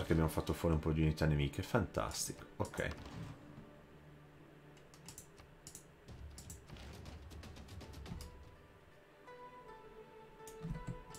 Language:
Italian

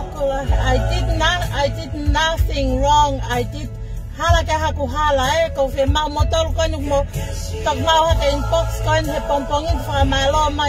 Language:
Tongan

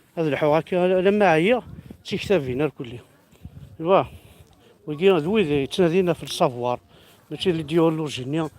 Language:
Kabyle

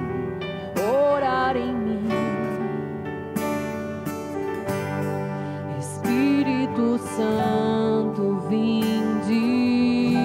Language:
Portuguese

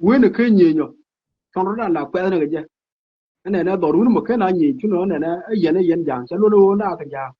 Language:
Nuer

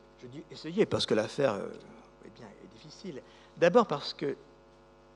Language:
French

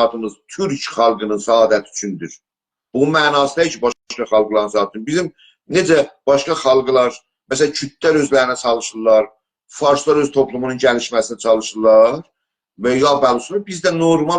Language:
South Azerbaijani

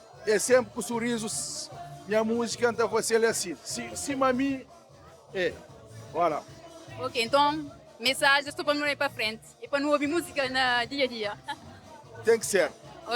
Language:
Kabuverdianu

